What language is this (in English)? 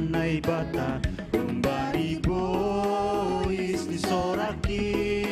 Batak Simalungun